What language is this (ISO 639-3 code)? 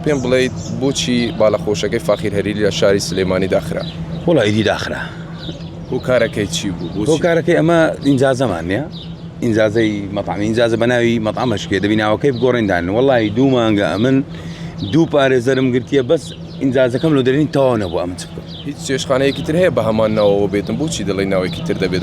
ckb